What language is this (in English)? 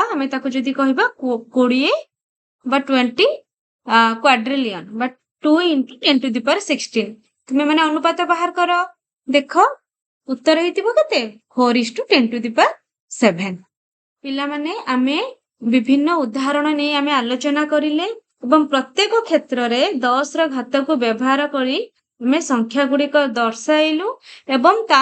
Odia